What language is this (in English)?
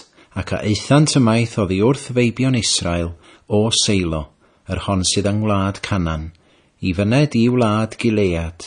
Welsh